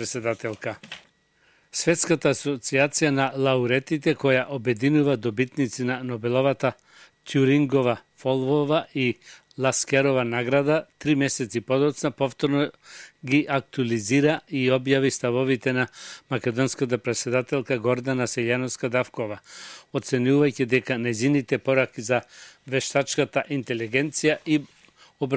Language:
Macedonian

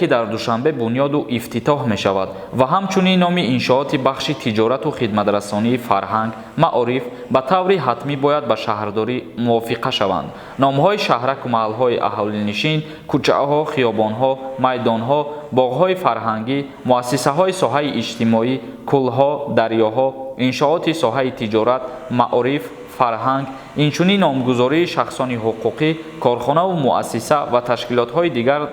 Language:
Tajik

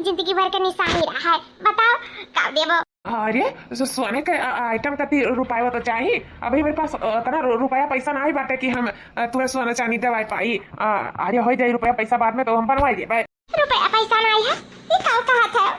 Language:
Awadhi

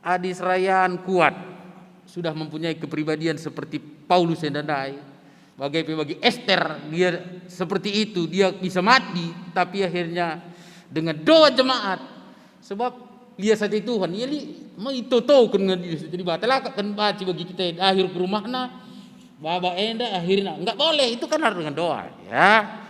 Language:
Batak Karo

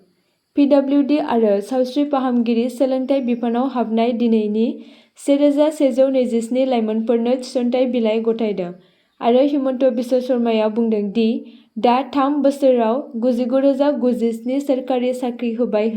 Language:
Bodo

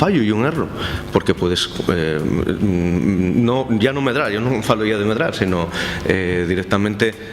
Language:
Asturian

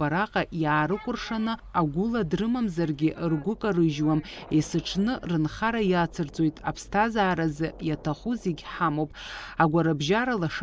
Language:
Abkhazian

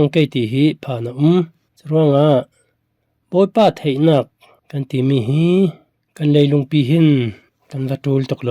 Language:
Falam Chin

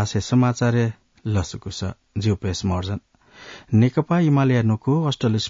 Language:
Newari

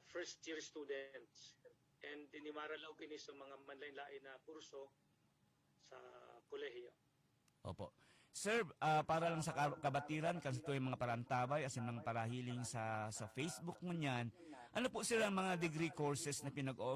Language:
Bikol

